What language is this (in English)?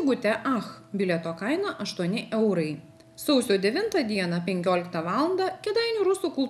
Lithuanian